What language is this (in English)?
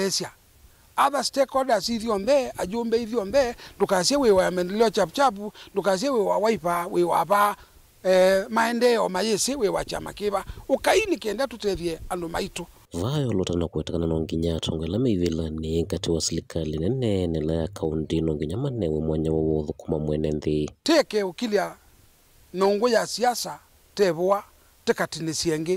Kamba